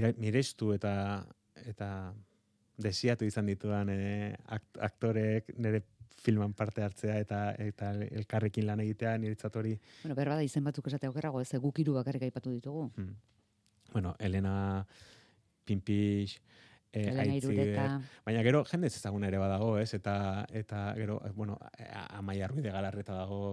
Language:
Basque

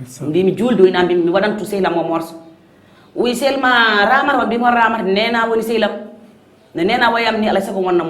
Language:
Fula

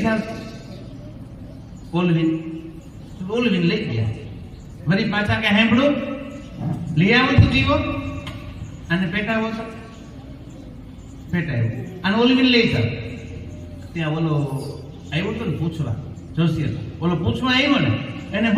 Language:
Gujarati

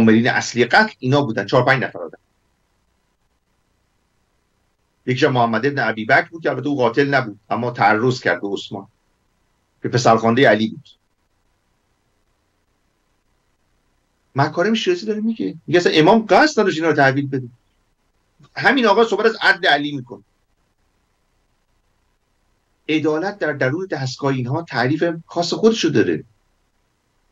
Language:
Persian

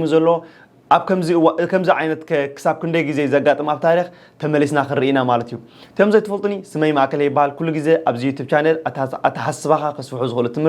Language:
Tigrinya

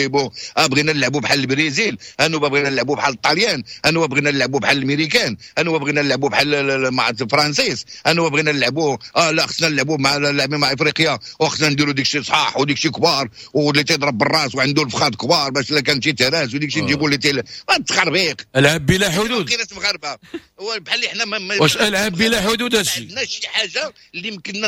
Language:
Moroccan Arabic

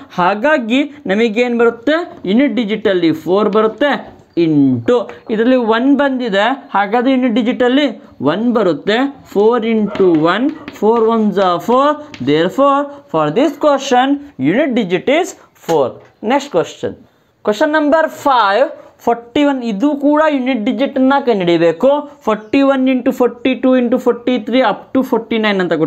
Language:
Kannada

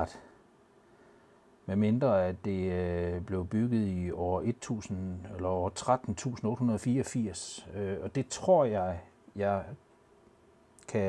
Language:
Danish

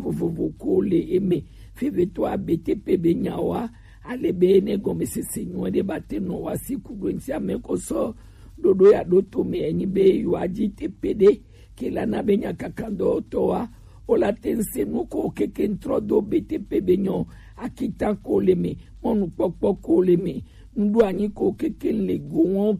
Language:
Gen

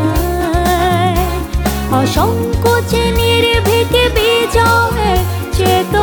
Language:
Bangla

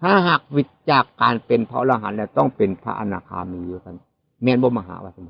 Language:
Northeastern Thai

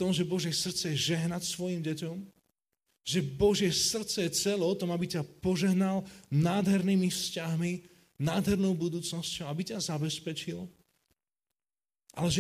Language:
Slovak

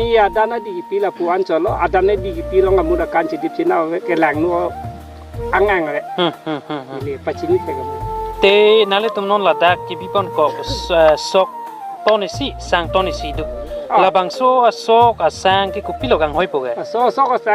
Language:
Karbi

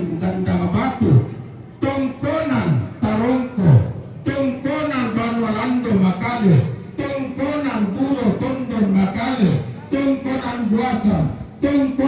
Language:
Toraja-Sa'dan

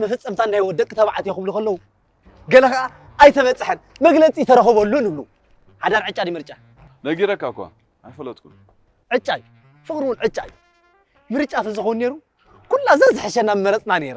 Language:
Tigrinya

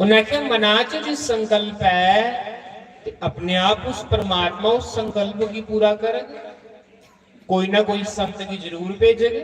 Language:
Dogri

